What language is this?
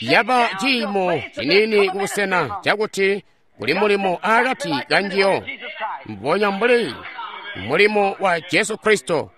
Tonga (Zambia)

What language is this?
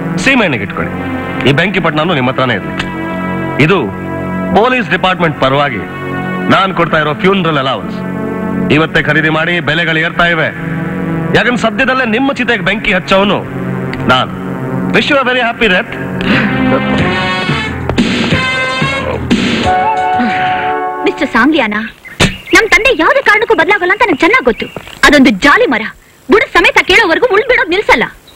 Kannada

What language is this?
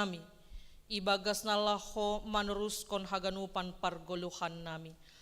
Batak Simalungun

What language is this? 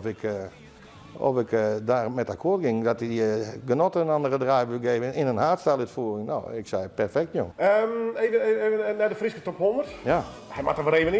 Western Frisian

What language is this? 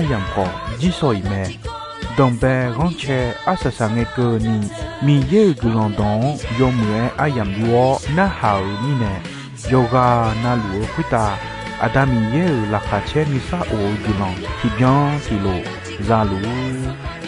Akha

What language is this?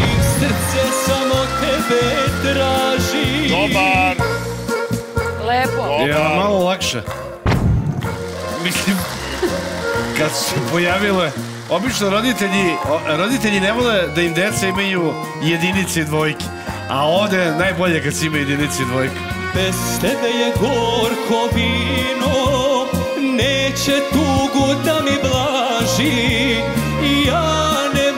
Serbian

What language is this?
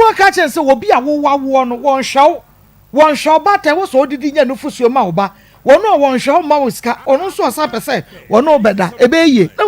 Akan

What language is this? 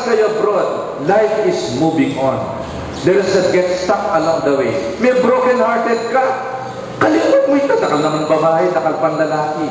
Pampanga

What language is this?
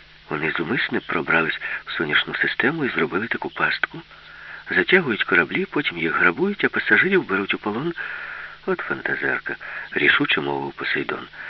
Ukrainian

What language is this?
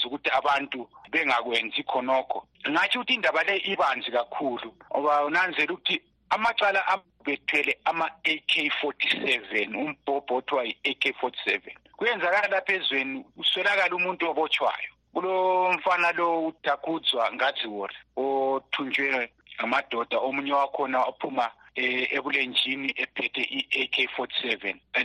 North Ndebele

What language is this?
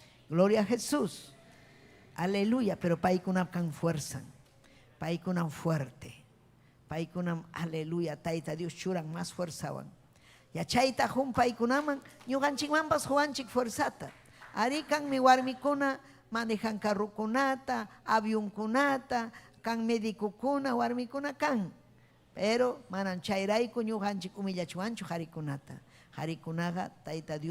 Ayacucho Quechua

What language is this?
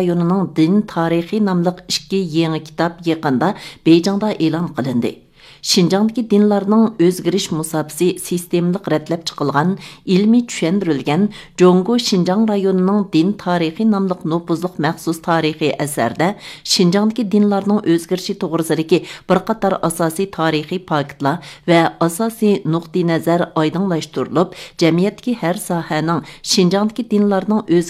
Uyghur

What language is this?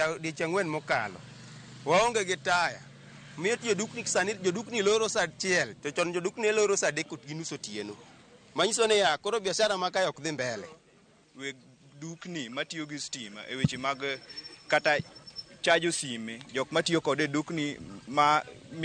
Luo (Kenya and Tanzania)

